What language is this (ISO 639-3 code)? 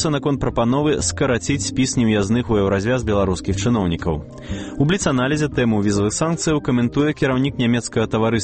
bel